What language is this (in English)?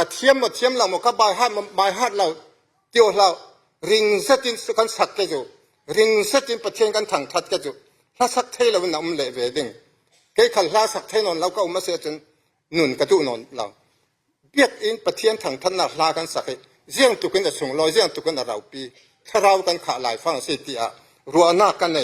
Falam Chin